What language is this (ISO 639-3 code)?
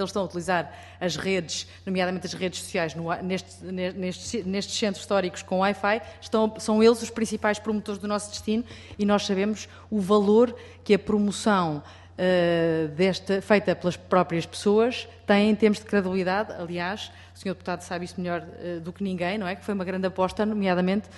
por